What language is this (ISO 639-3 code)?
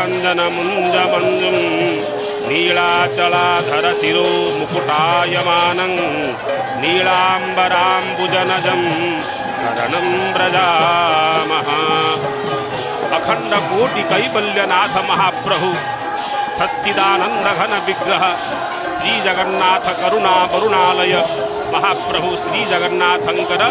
ori